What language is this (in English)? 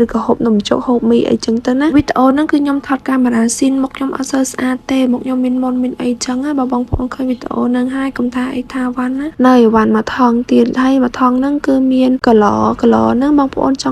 Khmer